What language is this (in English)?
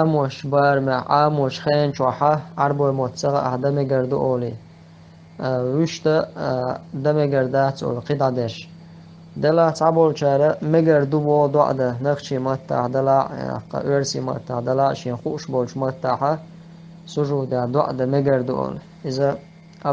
Chechen